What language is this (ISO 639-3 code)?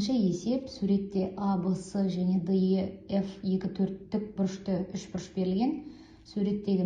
kaz